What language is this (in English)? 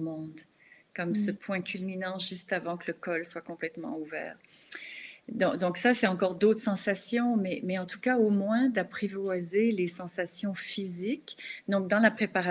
French